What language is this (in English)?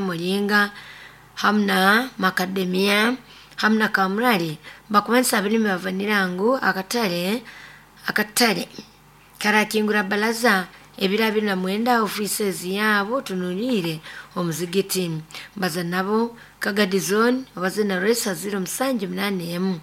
Nyoro